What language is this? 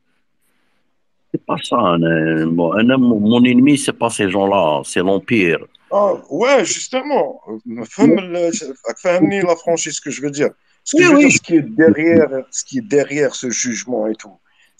Algerian Arabic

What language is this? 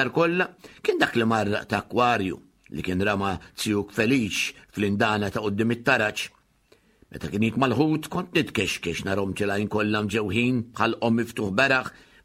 Maltese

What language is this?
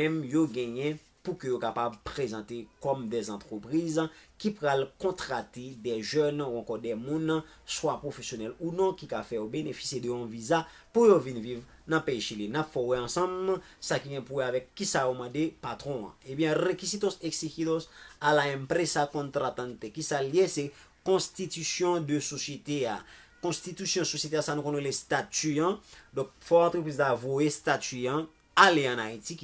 Haitian Creole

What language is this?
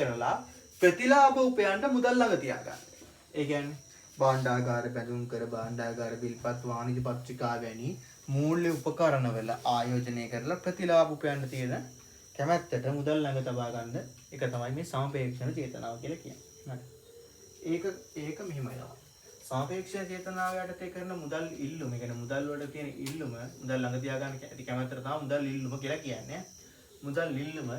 Sinhala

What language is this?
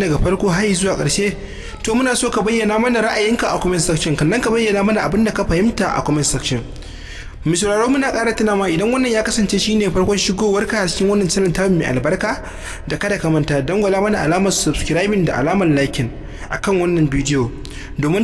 Hausa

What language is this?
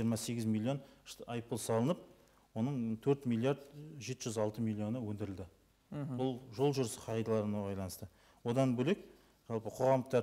Kazakh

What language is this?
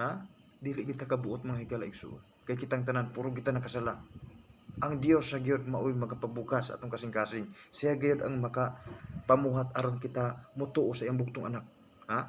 Cebuano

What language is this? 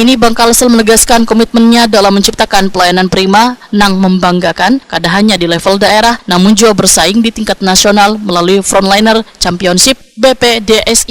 Banjar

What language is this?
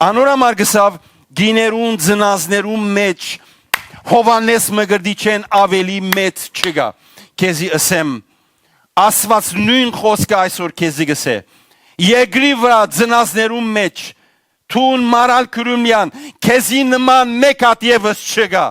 Western Armenian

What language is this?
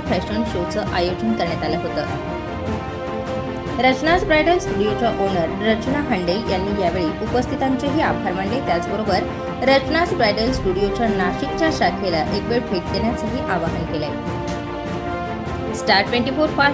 Marathi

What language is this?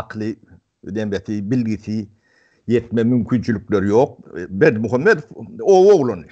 Turkmen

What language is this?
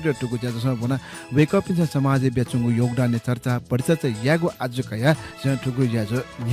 Newari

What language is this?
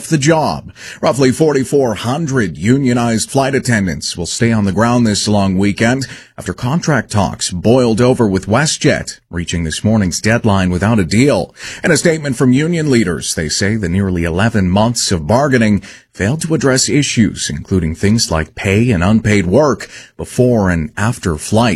English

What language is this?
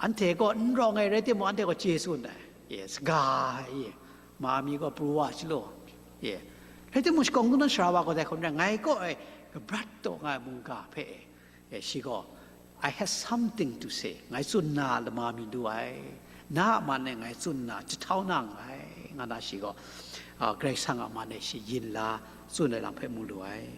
Kachin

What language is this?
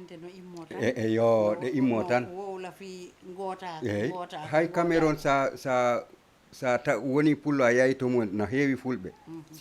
Fula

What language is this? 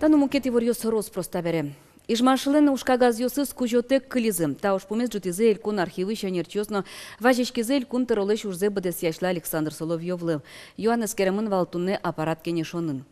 Udmurt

